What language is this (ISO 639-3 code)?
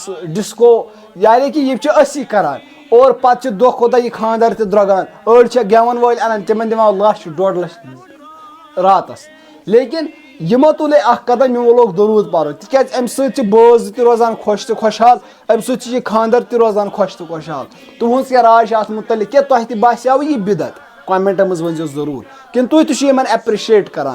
kas